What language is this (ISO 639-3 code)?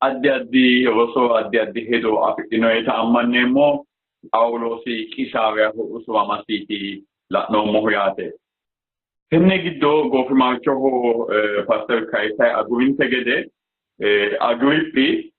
sid